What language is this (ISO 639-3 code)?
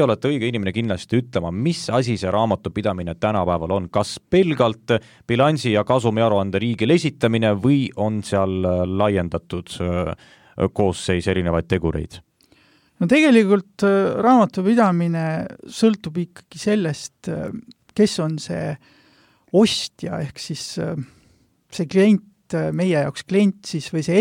est